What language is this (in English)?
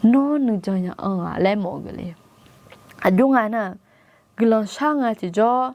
Akha